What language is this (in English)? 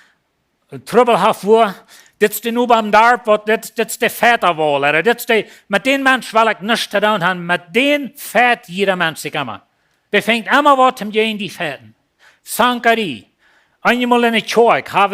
Plautdietsch